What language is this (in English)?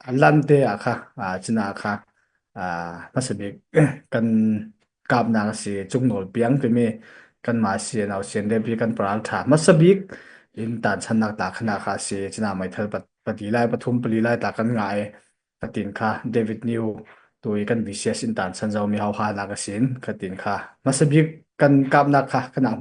Falam Chin